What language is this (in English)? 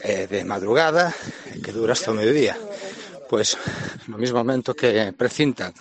Galician